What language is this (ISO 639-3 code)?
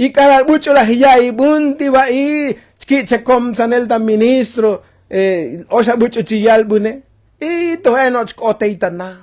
tzo